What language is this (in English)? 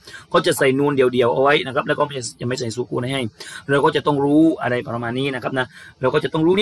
Thai